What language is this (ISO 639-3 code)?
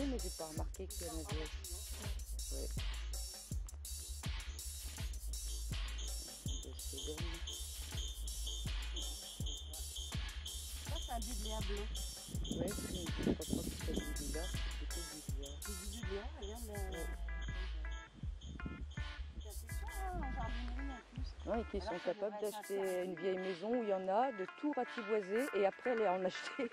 fra